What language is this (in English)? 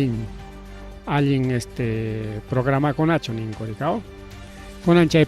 Ayacucho Quechua